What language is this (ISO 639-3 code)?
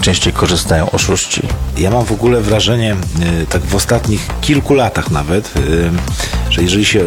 pol